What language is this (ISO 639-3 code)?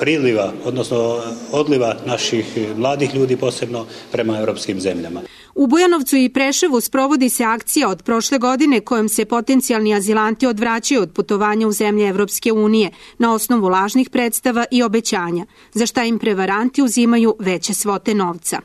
srp